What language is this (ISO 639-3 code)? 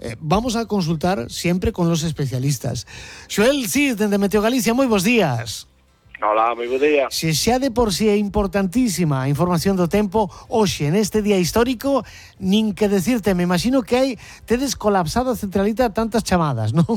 glg